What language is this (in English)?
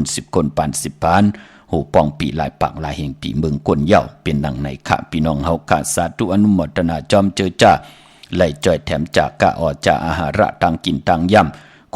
Shan